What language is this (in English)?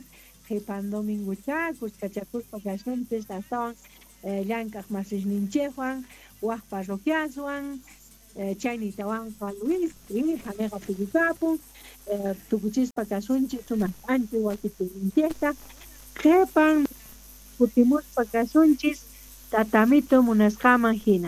South Bolivian Quechua